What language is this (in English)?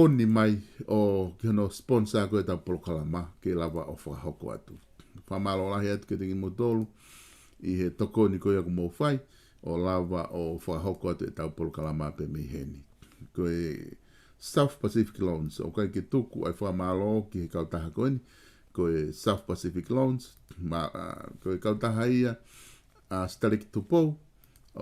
Tongan